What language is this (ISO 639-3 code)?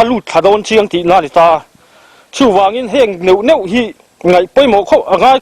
lus